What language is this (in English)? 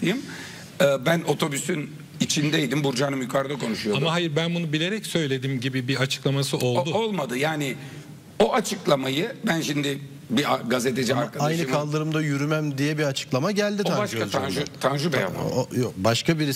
Turkish